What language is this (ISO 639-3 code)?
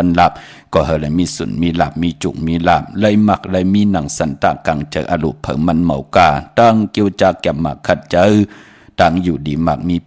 shn